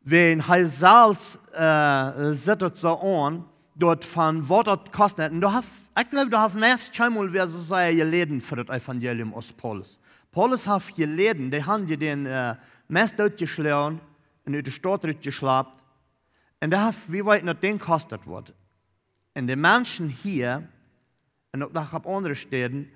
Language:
Plautdietsch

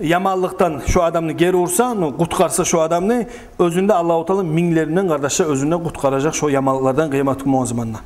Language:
Kumyk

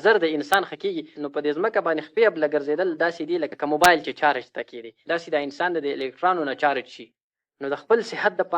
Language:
Pashto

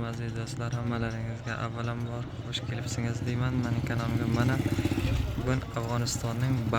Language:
Uzbek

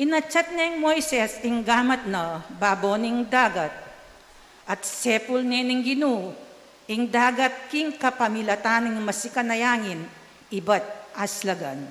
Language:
Pampanga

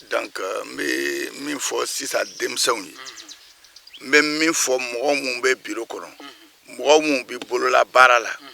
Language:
Bambara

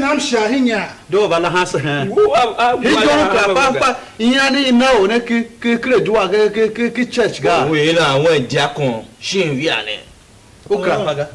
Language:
Tiv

